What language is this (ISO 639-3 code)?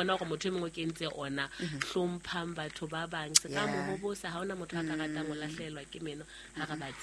sot